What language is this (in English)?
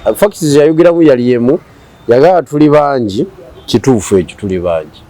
Ganda